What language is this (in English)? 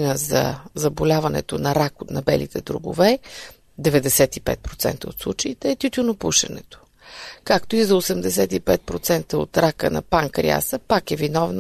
Bulgarian